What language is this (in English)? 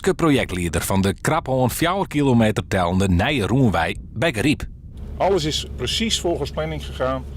Western Frisian